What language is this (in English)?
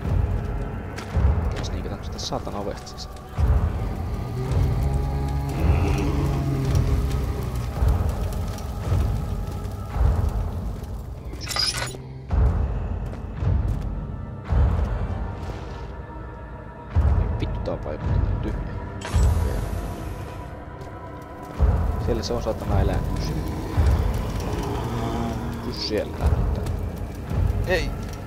Finnish